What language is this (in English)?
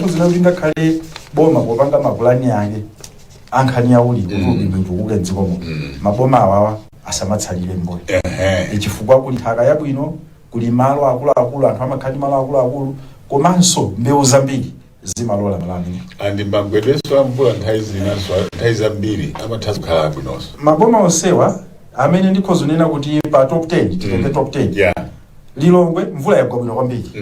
Nyanja